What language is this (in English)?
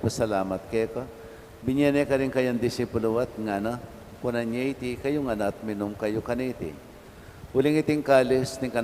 Pampanga